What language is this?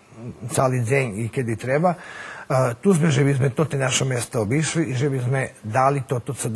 Rusyn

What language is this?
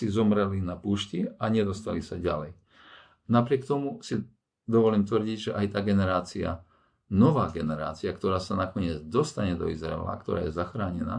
Slovak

